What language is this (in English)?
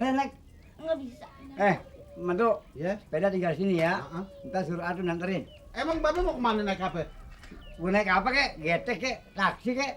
Betawi